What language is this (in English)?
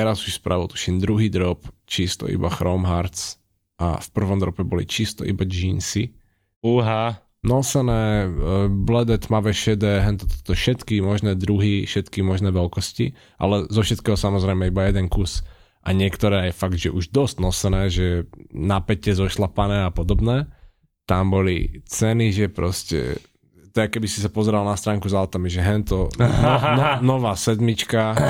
Slovak